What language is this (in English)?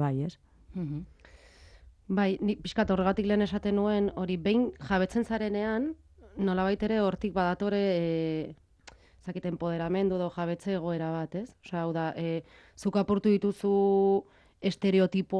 Basque